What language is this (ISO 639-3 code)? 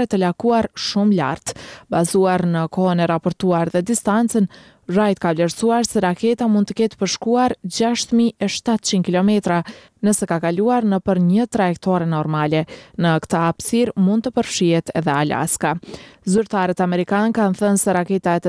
sqi